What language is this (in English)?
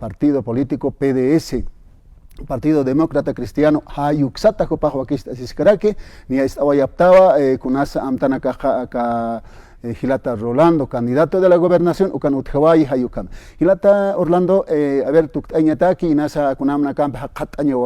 Aymara